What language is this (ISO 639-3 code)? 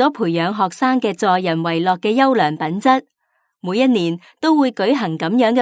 yue